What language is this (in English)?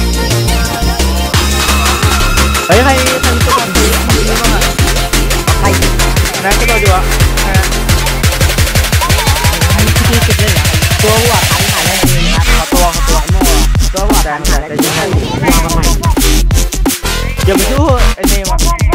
Thai